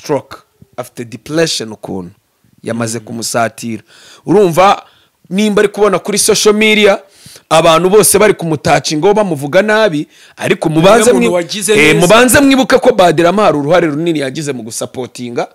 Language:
Kinyarwanda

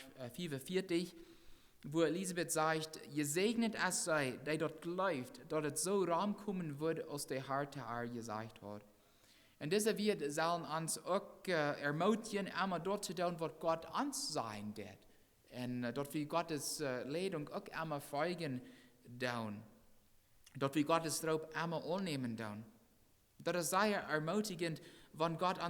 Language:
Plautdietsch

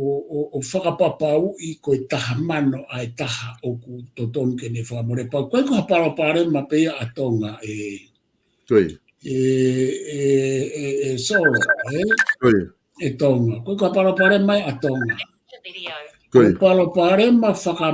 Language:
Tongan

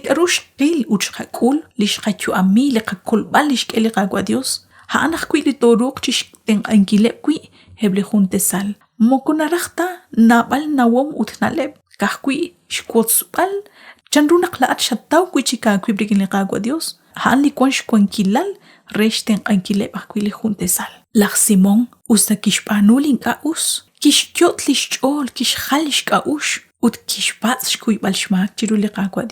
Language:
Kekchí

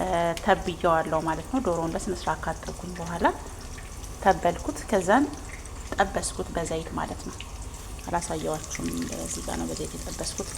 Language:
Amharic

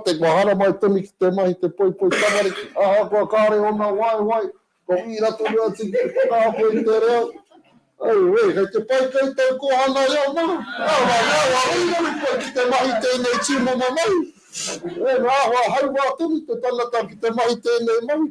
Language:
Māori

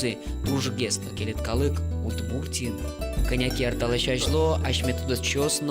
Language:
Udmurt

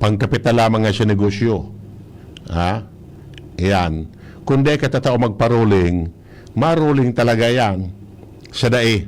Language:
Bikol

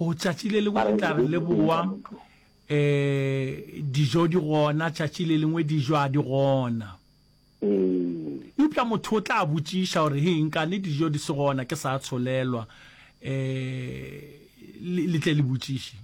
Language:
Northern Sotho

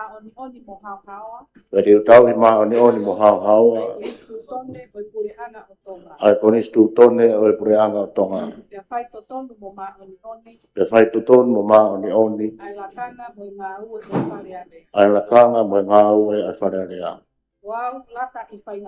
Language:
Tongan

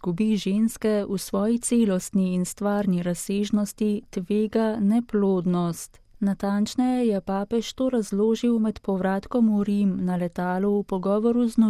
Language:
Slovenian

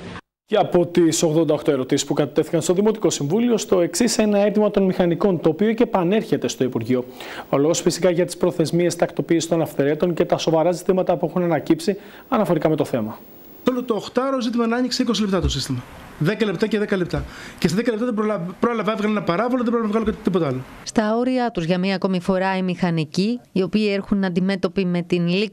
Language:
Greek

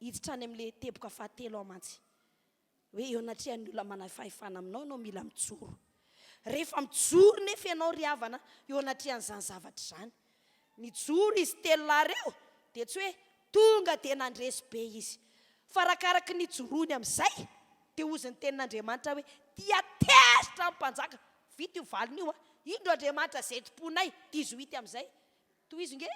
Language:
Malagasy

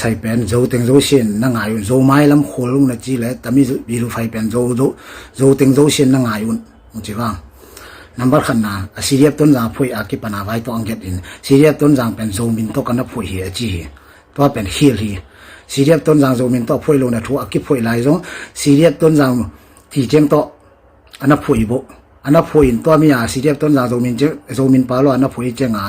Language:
Tedim Chin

